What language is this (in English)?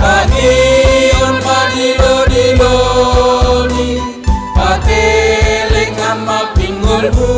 Batak Simalungun